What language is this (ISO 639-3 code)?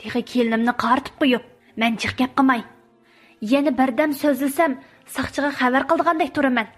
uig